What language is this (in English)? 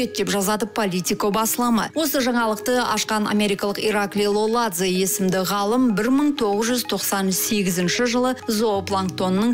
Kazakh